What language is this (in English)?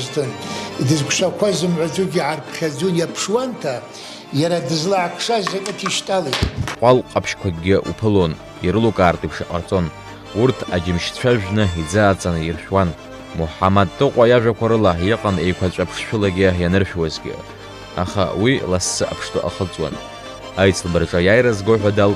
Abkhazian